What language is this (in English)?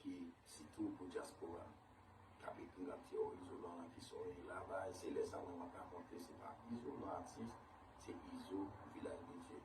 Haitian Creole